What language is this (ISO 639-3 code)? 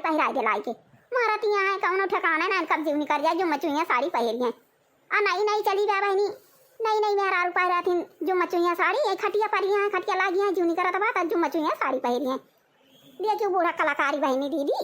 awa